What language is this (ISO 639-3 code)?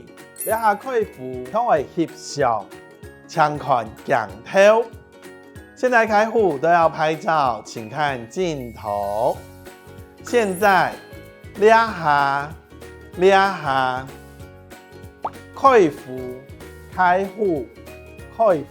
hak